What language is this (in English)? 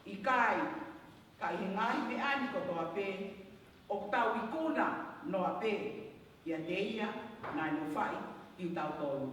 Tongan